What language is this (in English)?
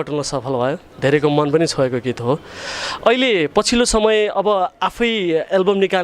Nepali